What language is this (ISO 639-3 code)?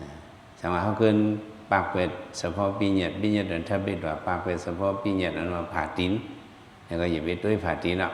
shn